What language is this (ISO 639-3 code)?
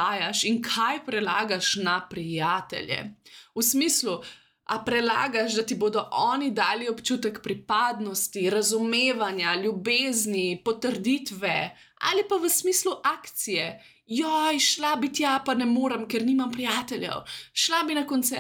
slv